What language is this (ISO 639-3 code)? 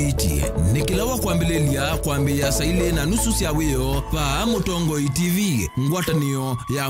kam